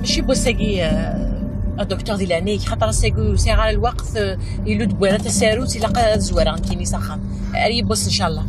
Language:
Kabyle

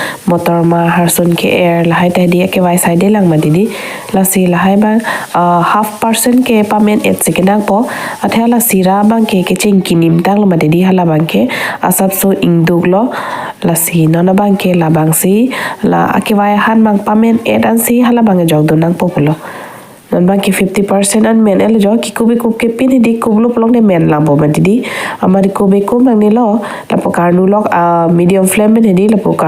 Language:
Karbi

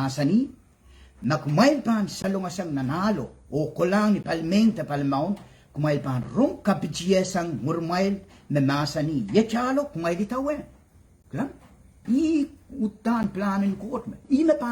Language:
Pohnpeian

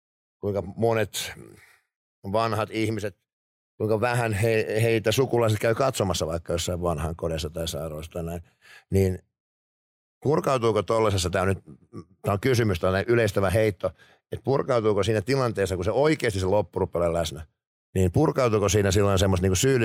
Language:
Finnish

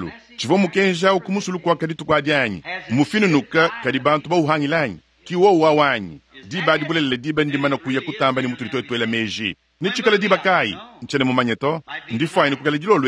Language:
Luba-Lulua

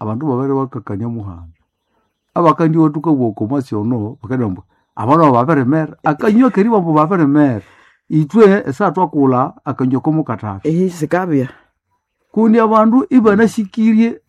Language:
Nande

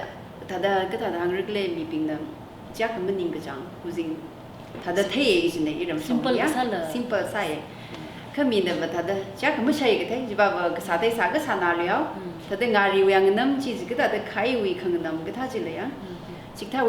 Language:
Tangkhul Naga (India)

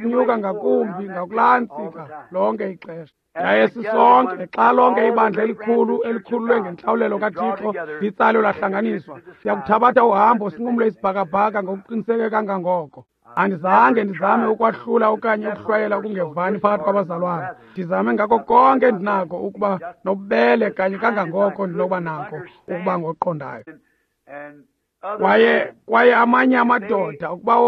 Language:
Xhosa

